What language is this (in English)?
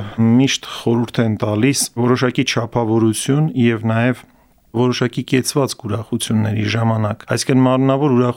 Armenian